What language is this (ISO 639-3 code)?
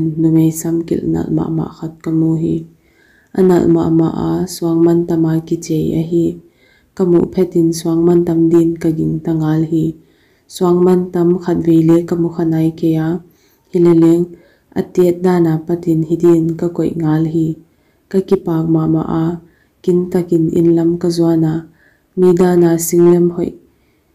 pck